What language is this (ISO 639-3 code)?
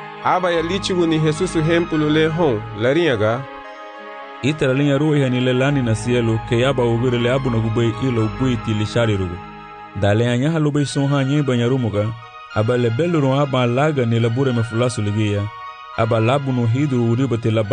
cab